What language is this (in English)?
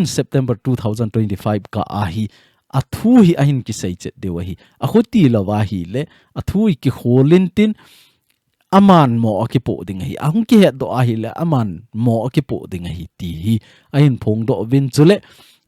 Thado Chin